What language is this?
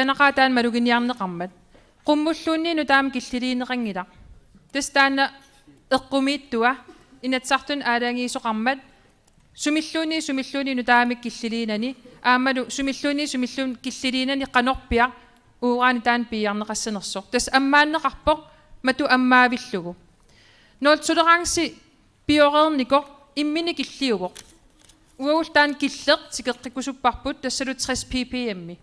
Kalaallisut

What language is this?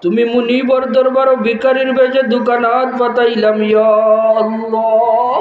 Sylheti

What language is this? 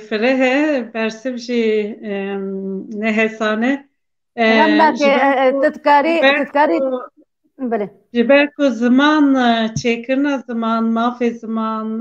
Kurdish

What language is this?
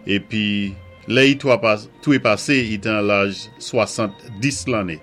Saint Lucian Creole French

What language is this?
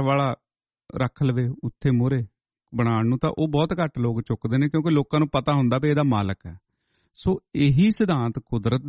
Punjabi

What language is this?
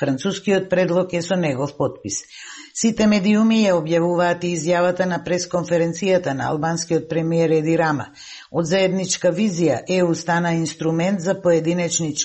Macedonian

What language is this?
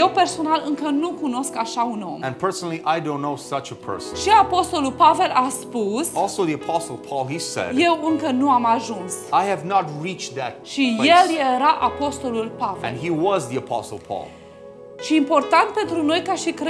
Romanian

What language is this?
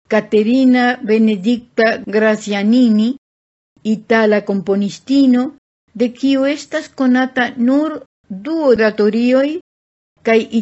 Esperanto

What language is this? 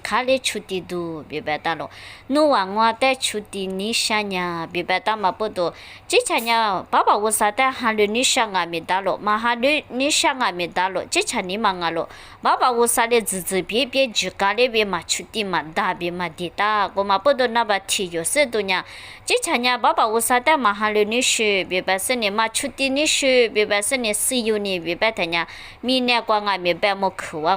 Lisu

